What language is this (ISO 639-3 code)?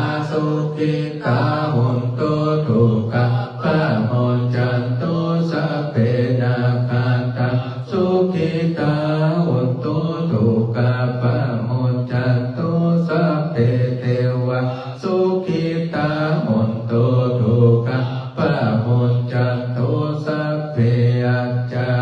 pli